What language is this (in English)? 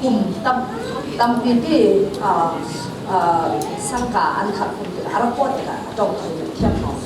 Falam Chin